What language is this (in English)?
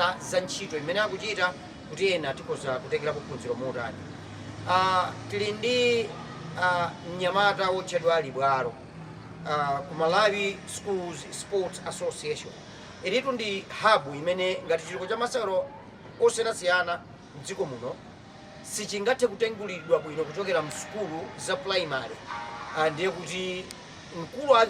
Nyanja